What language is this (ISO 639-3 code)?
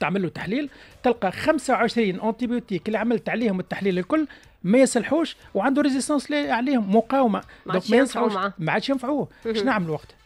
aeb